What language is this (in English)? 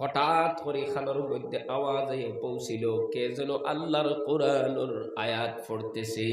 Sylheti